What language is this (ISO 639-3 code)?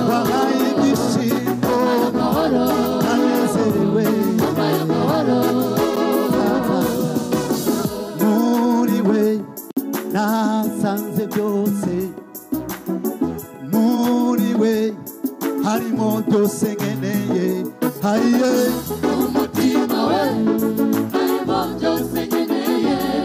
kin